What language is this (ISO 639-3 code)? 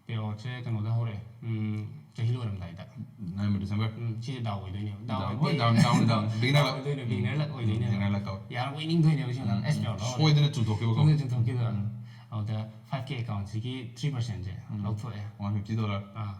mni